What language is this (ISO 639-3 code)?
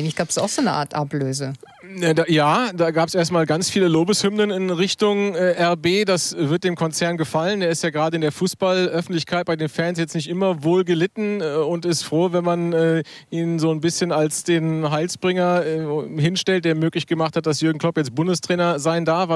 deu